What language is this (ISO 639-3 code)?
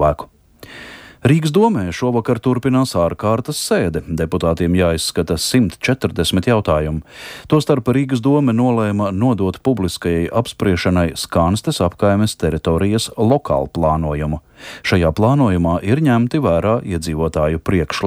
lav